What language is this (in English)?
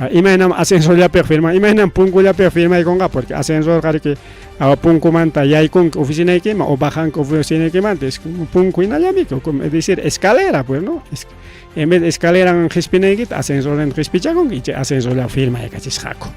Ayacucho Quechua